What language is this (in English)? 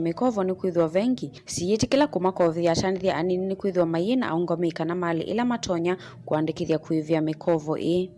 Kamba